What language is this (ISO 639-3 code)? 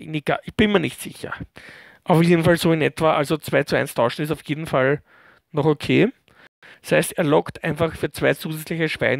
deu